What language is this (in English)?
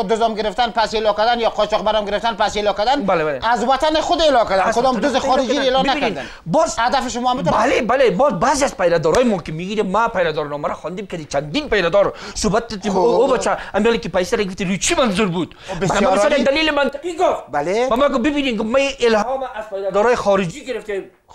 Persian